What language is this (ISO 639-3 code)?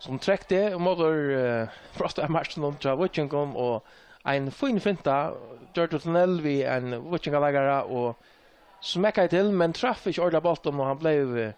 fao